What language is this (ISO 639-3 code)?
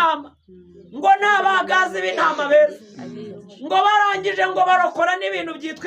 kin